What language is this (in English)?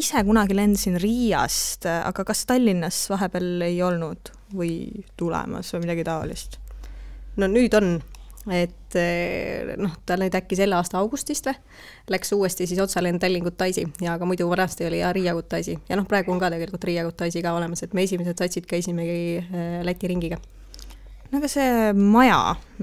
Estonian